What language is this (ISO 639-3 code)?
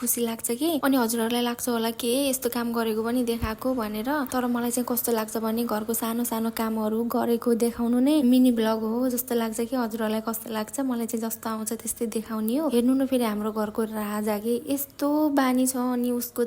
nep